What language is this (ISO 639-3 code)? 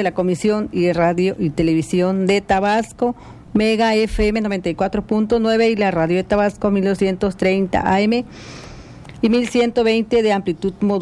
spa